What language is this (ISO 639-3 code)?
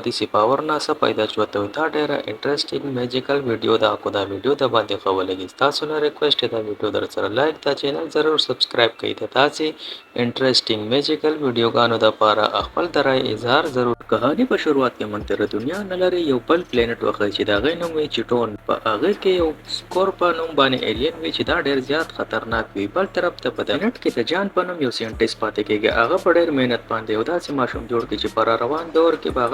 pus